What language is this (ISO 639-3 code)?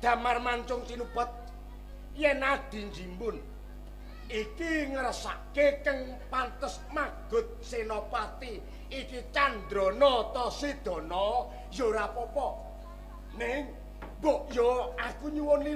jav